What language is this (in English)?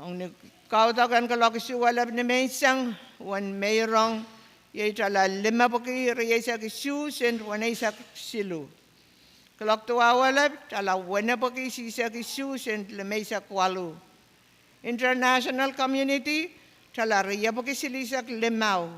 Pohnpeian